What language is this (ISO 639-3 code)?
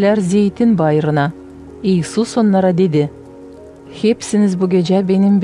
gag